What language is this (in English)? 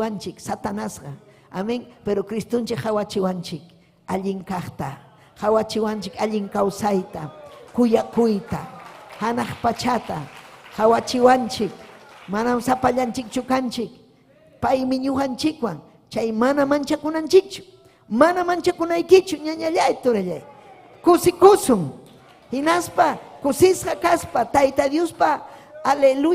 Ayacucho Quechua